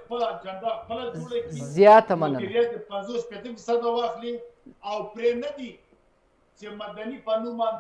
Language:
Pashto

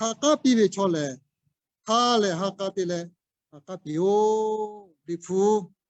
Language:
Lahu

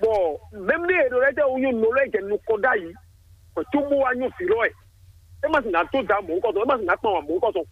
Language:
Fon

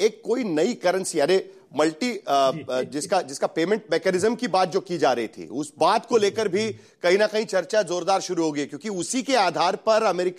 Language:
Hindi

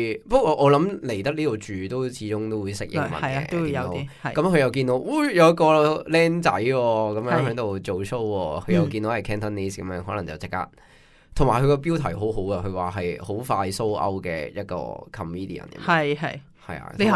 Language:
Cantonese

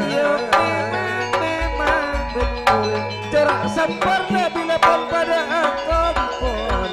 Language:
Madurese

